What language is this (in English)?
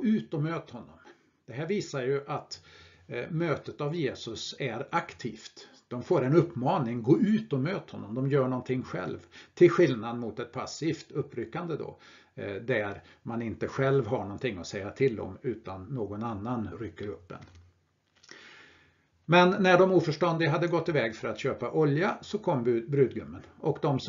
Swedish